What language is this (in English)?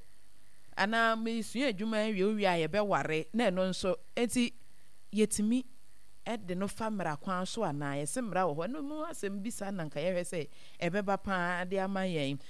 Akan